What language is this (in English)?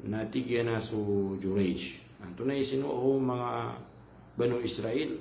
Maranao